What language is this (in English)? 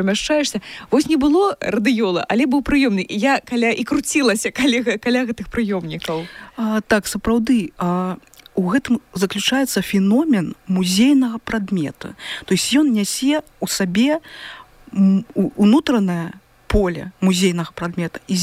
Belarusian